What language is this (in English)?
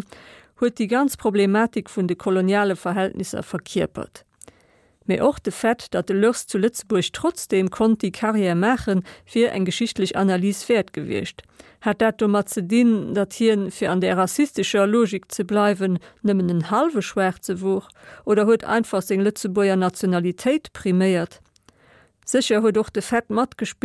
Luxembourgish